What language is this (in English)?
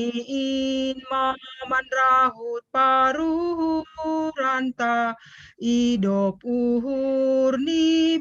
Batak Simalungun